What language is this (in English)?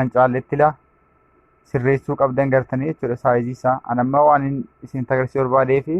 Oromo